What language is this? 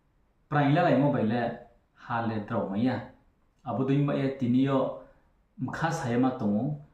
Riang (India)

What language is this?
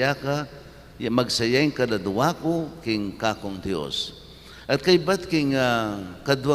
Pampanga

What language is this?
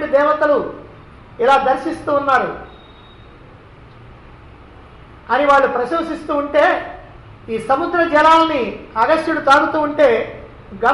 Telugu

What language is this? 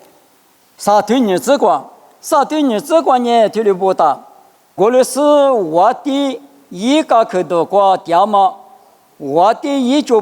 Lisu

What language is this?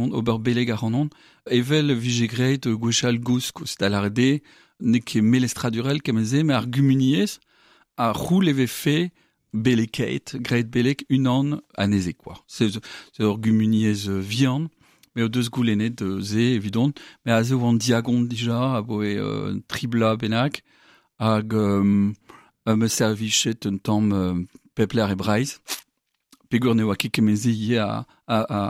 Breton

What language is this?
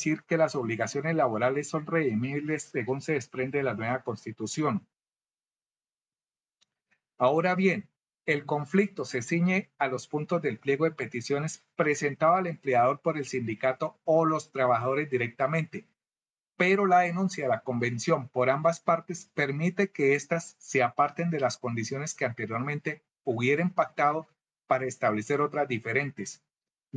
Spanish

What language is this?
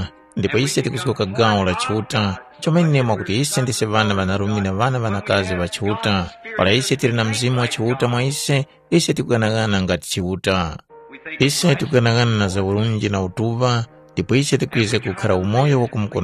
Tumbuka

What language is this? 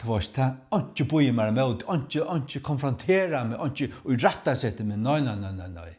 Faroese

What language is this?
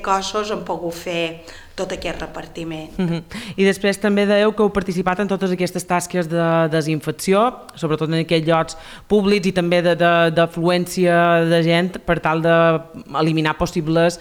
Catalan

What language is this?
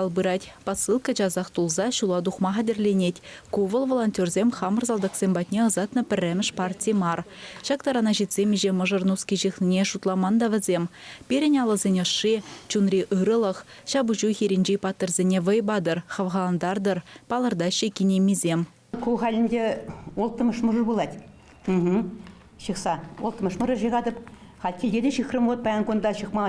Chuvash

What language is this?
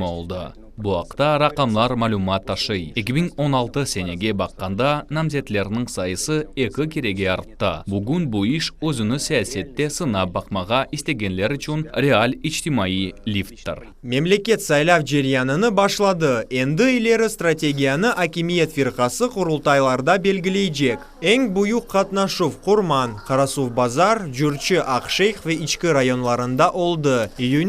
Crimean Tatar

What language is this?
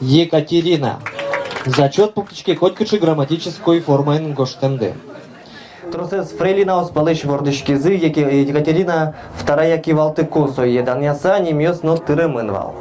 Udmurt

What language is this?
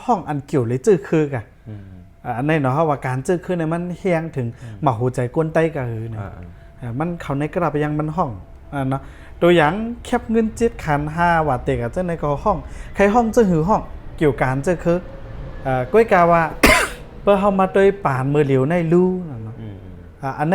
Shan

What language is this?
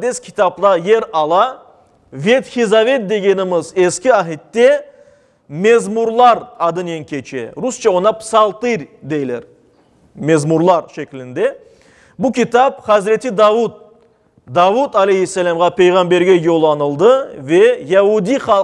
Crimean Tatar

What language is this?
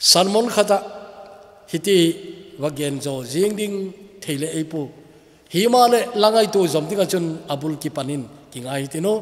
Thado Chin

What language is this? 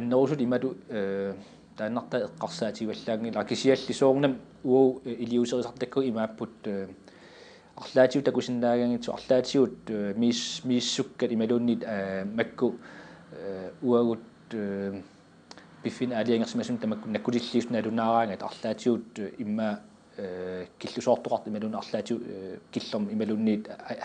Kalaallisut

